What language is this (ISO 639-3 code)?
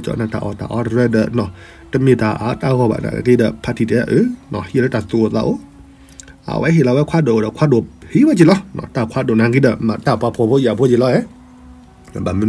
ksw